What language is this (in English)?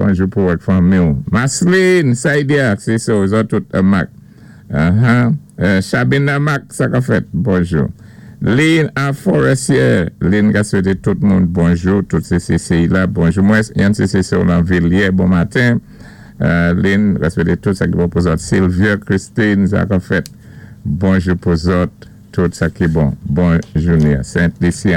Saint Lucian Creole French